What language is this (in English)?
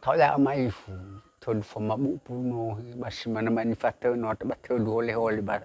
Nias